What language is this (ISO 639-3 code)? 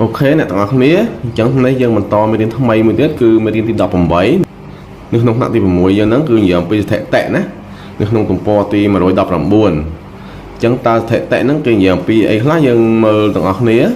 khm